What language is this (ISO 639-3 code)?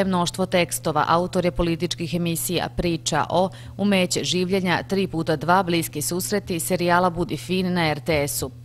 srp